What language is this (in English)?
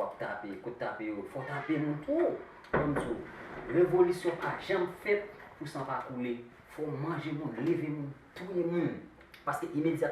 Haitian Creole